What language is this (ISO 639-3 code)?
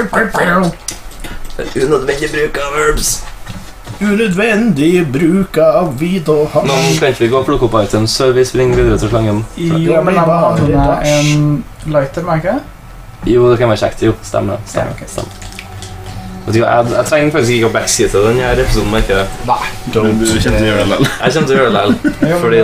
nor